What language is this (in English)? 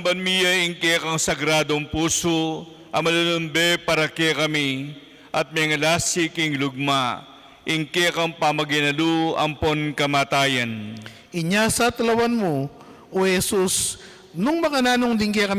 Pampanga